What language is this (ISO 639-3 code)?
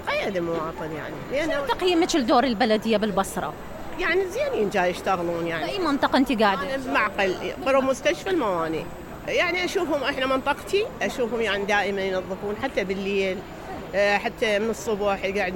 acm